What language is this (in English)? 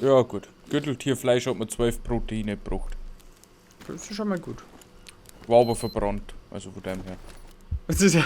Bavarian